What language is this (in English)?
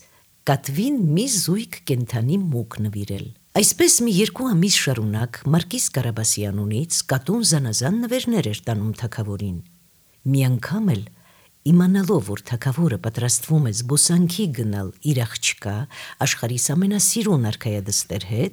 Armenian